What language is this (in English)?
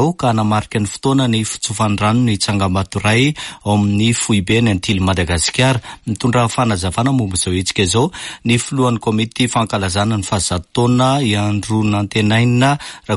Malagasy